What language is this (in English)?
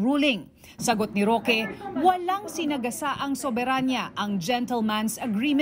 Filipino